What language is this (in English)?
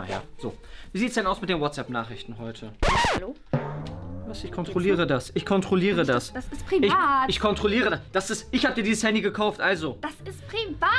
German